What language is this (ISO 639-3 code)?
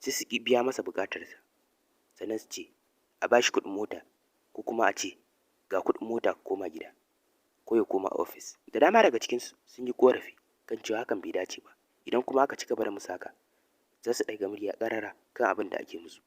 hau